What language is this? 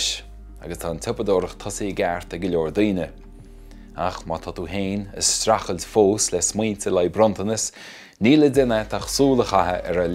Irish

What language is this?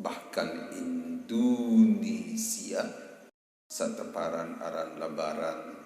Sasak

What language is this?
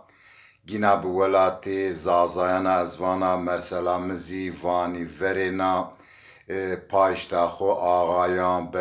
Zaza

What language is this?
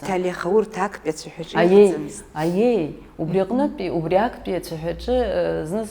Abkhazian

